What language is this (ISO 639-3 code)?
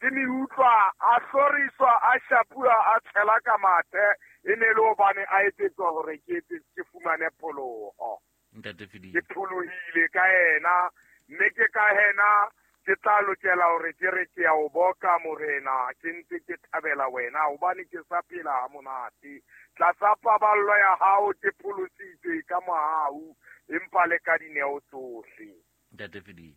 sot